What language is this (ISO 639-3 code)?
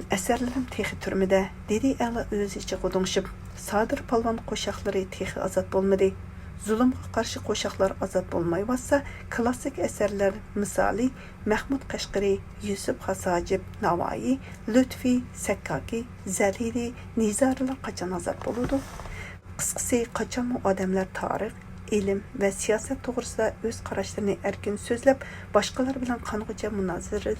uig